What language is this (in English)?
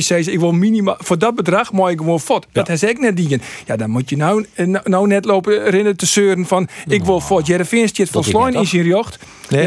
Western Frisian